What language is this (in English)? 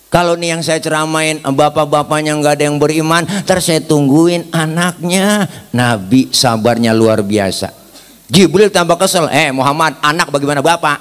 Betawi